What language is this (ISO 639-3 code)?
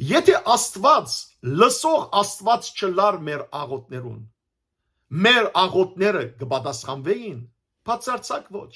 hyw